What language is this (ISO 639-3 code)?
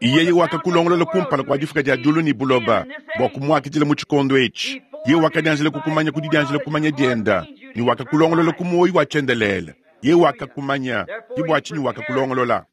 lua